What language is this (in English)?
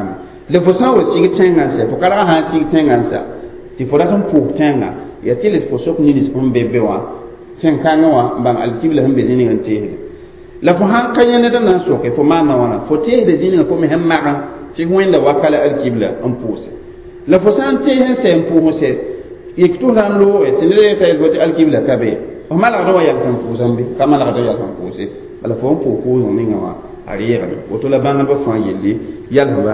Mossi